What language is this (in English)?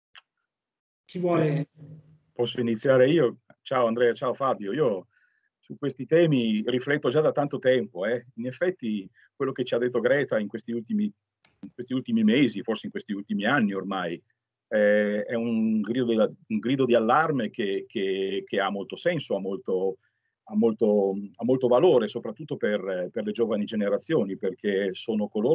Italian